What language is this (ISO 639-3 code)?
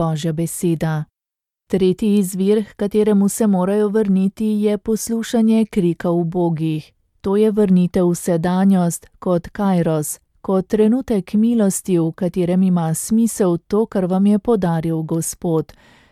slv